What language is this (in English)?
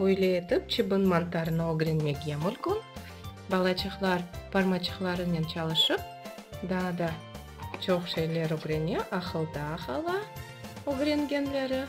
Crimean Tatar